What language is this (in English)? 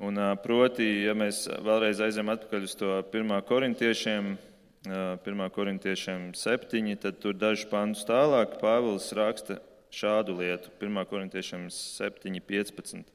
Latvian